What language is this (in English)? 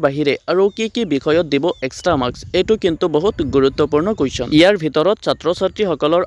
Assamese